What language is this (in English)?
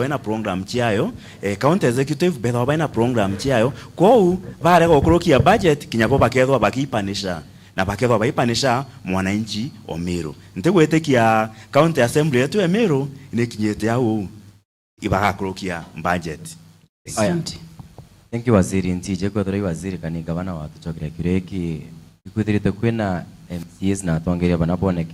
Meru